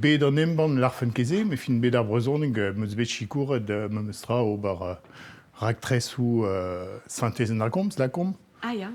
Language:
Breton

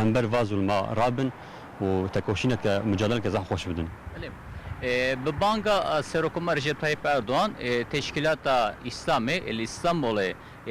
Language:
Kurdish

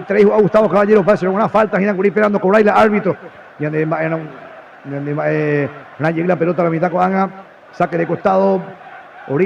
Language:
Guarani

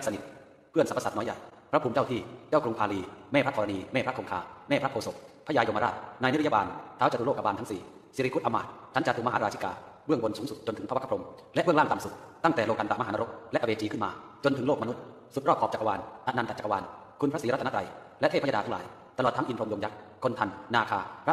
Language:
Thai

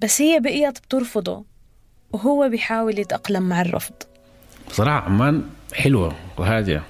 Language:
North Levantine Arabic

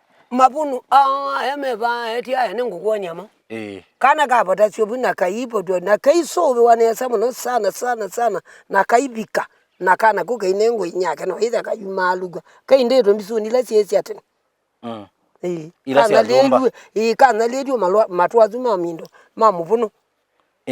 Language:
Kamba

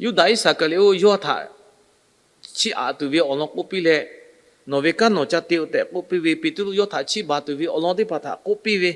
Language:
Lahu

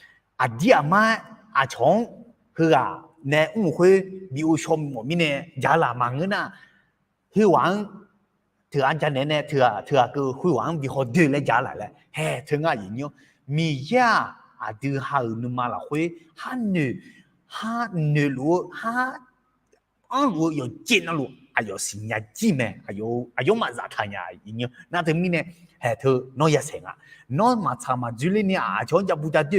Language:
Akha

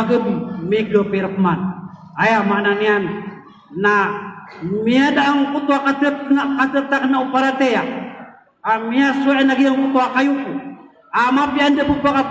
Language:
Maranao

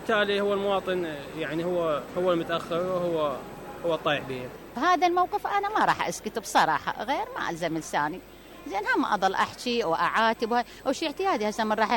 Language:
Mesopotamian Arabic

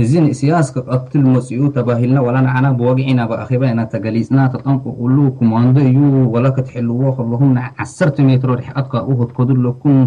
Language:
Tigrinya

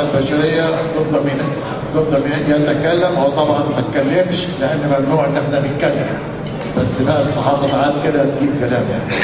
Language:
Egyptian Arabic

